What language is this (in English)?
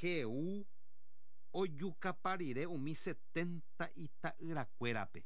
Guarani